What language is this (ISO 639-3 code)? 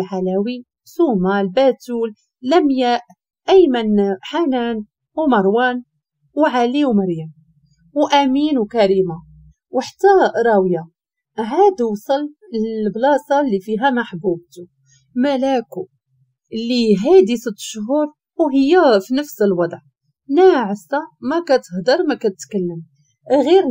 ary